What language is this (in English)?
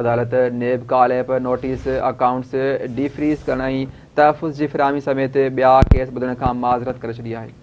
Sindhi